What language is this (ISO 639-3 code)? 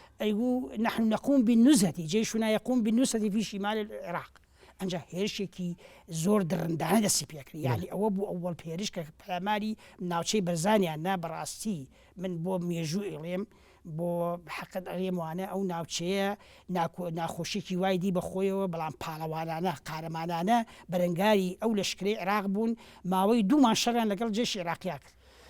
ckb